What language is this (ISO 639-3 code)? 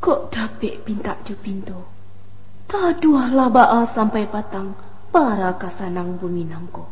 min